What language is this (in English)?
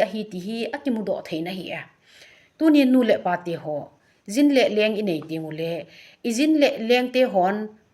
Thado Chin